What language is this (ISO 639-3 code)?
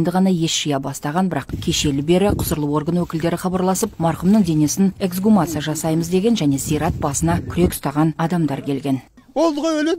kaz